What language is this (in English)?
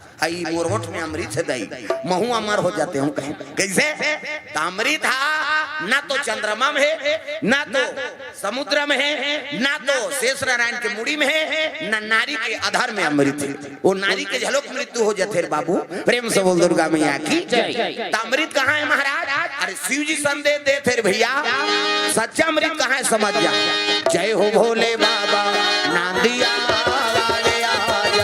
Chhattisgarhi